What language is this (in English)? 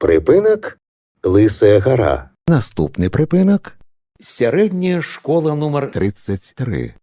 Belarusian